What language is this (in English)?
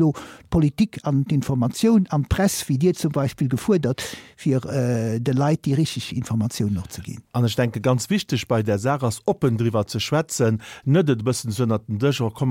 Luxembourgish